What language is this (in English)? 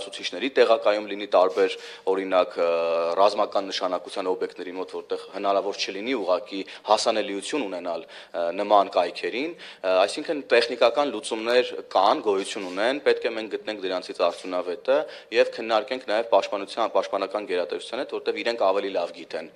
Armenian